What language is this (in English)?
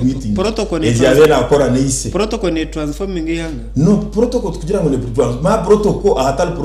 Nyankole